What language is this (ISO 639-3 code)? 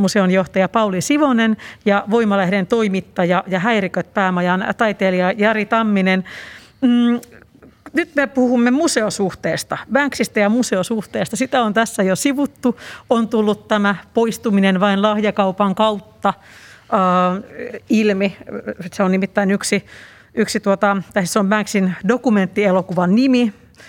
fin